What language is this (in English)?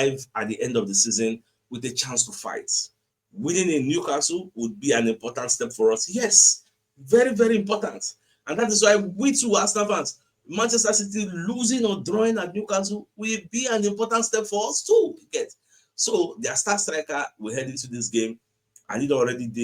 Nigerian Pidgin